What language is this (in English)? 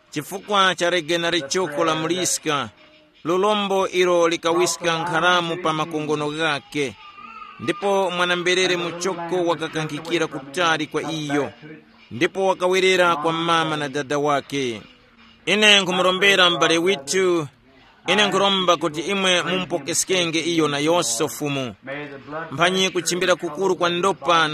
Tumbuka